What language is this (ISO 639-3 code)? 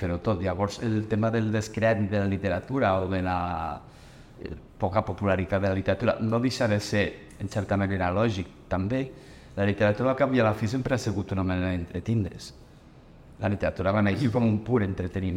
cat